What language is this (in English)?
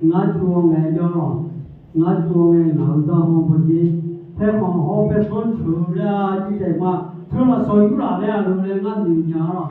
Akha